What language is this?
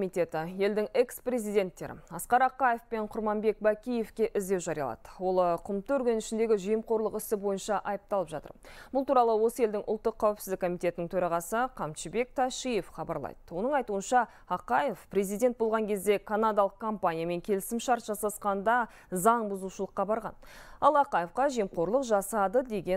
Kazakh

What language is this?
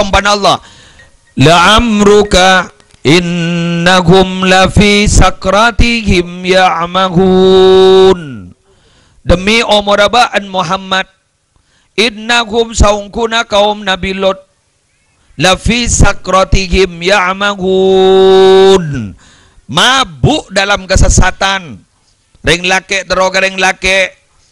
Madurese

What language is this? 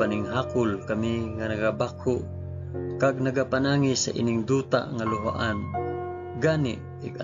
Hiligaynon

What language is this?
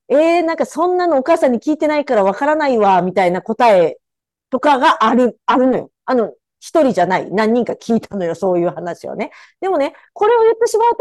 Japanese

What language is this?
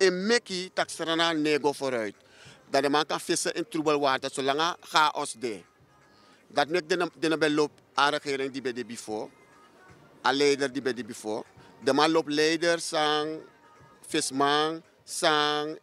Sranan Tongo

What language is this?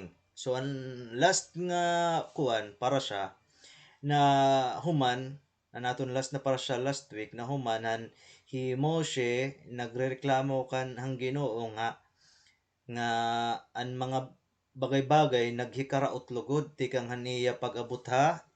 Waray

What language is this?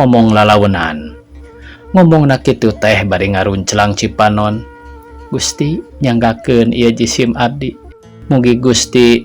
Sundanese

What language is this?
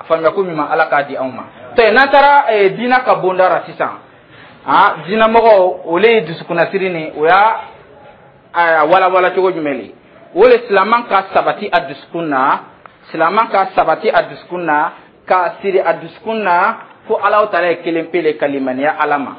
Dyula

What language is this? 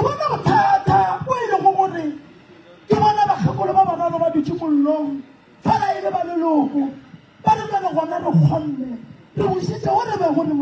Northern Sotho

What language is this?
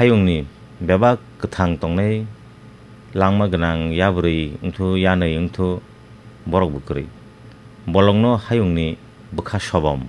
Kok Borok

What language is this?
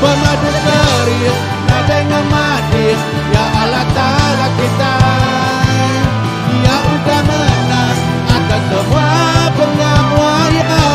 Iban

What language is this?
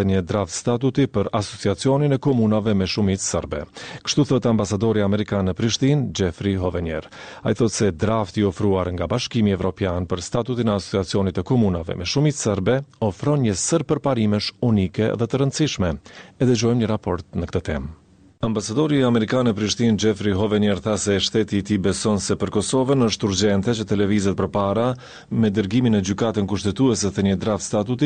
Albanian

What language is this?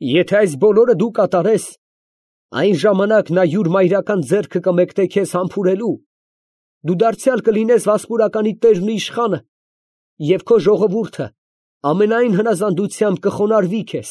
Armenian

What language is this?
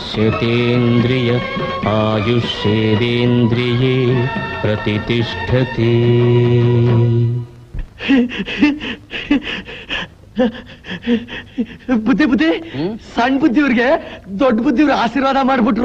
Kannada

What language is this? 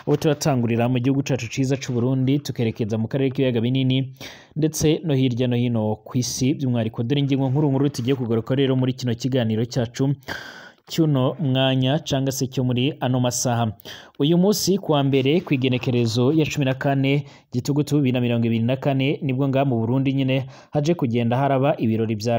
Rundi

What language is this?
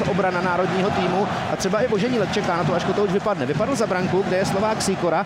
Czech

